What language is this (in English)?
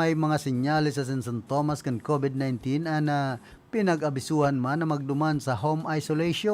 Bikol